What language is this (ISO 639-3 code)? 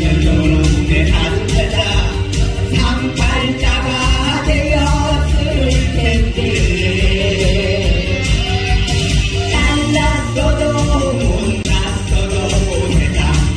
kor